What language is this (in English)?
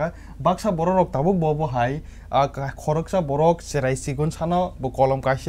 Kok Borok